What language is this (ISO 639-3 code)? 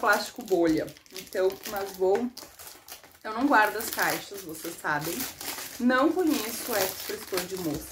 por